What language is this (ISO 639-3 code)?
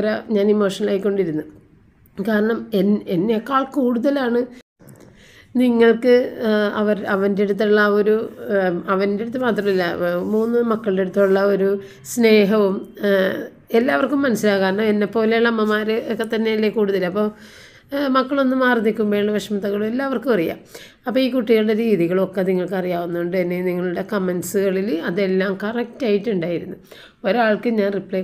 mal